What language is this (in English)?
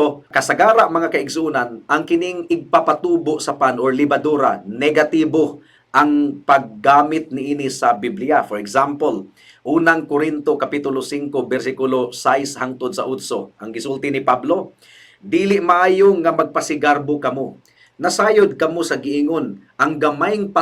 Cebuano